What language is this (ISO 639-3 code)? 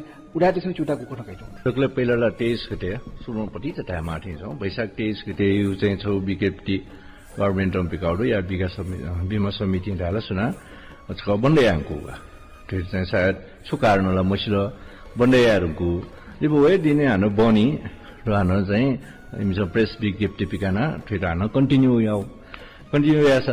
new